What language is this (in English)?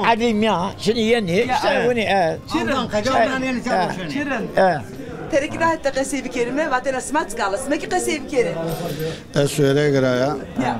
Zaza